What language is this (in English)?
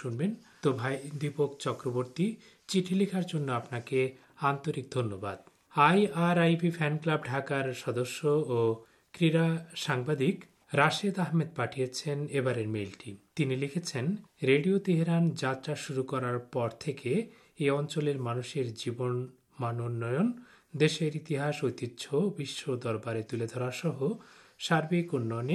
Bangla